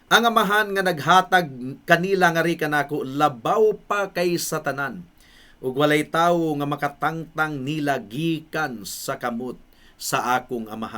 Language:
Cebuano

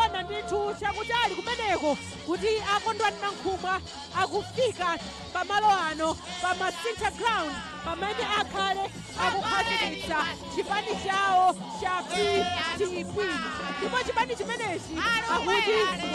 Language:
Nyanja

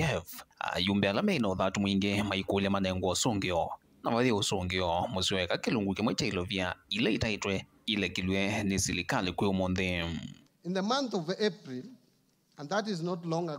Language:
Kamba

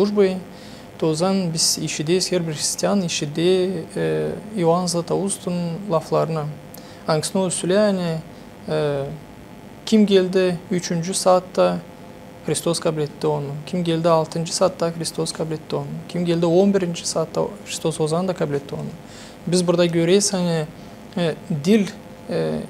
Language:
Gagauz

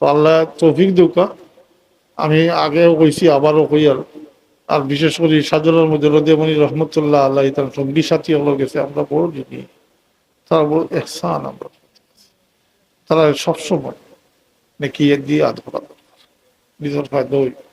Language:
Sylheti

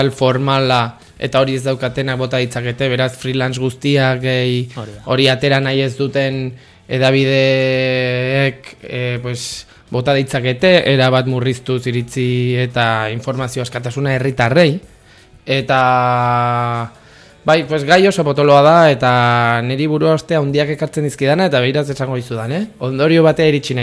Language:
Basque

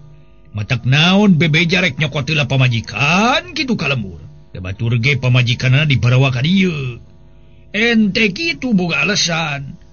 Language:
Sundanese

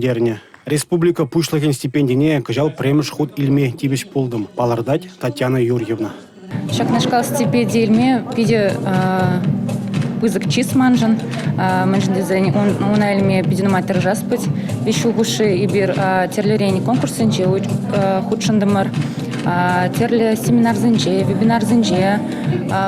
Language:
Chuvash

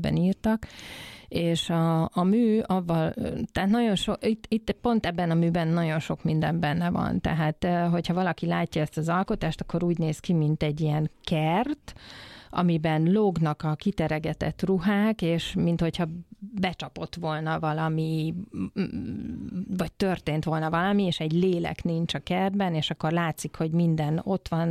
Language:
Hungarian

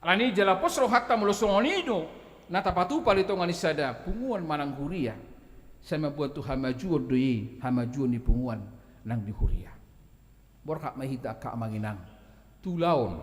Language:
Batak Toba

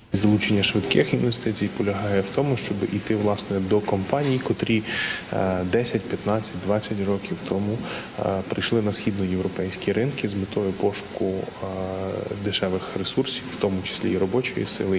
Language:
Ukrainian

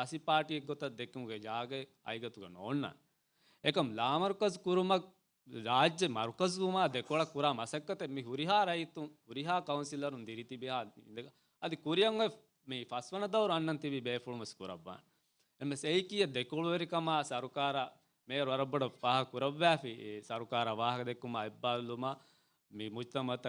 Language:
Divehi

